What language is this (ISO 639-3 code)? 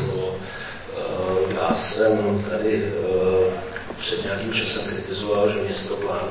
ces